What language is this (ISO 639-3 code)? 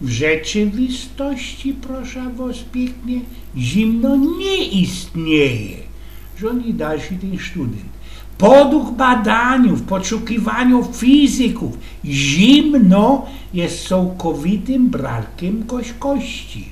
szl